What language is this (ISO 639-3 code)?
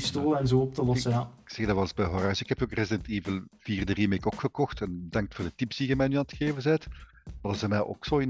nld